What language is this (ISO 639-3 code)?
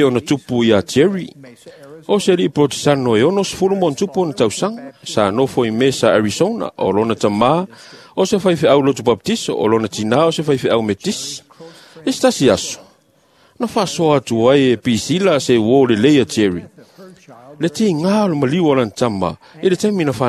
smo